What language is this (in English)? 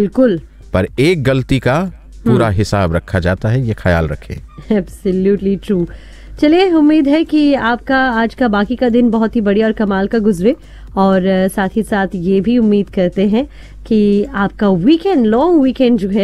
Hindi